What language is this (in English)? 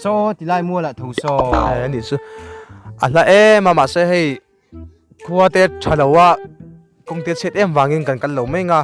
Mizo